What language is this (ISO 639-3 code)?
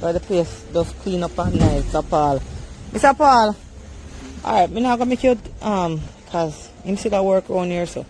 jam